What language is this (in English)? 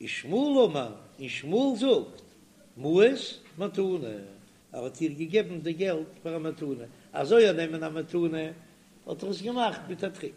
Yiddish